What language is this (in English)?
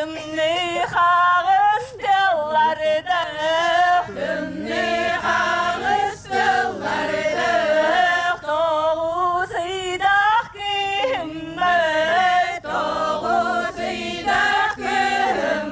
Yakut